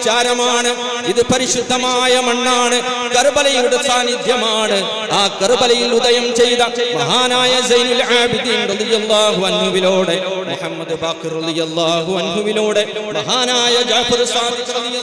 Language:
Malayalam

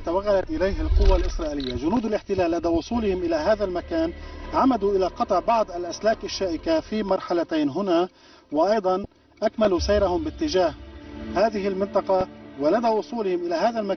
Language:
Arabic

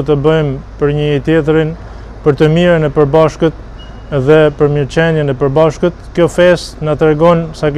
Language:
Albanian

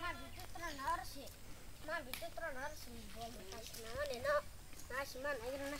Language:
Kok Borok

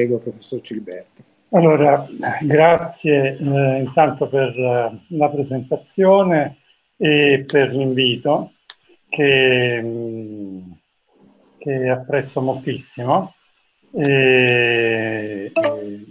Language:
Italian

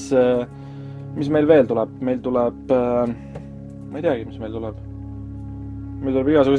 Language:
Estonian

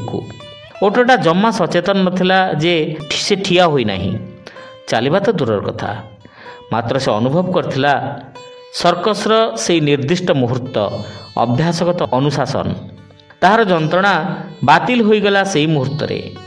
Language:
Odia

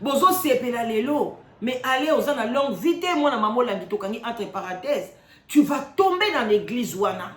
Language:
Lingala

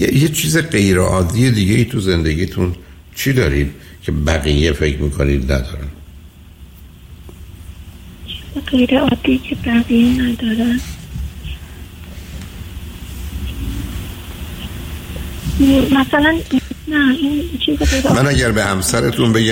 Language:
Persian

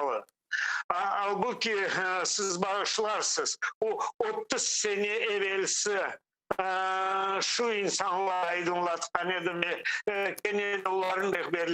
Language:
Crimean Tatar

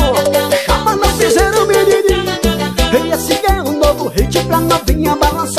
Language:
Portuguese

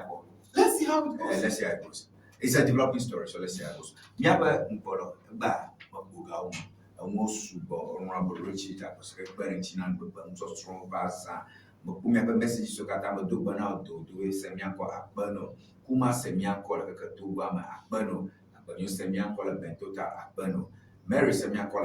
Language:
Ewe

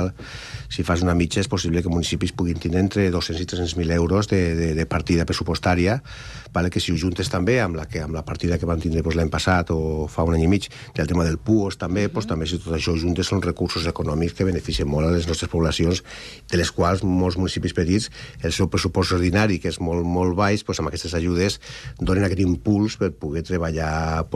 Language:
Catalan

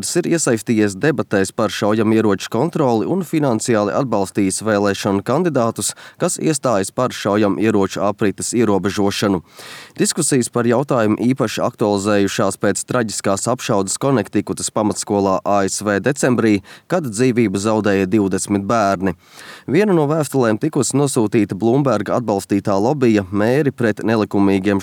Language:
Latvian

